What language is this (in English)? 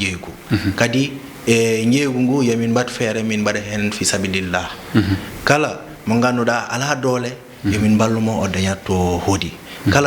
Fula